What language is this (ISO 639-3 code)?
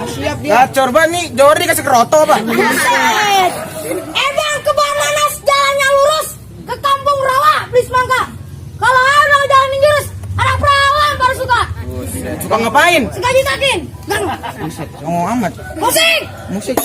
bew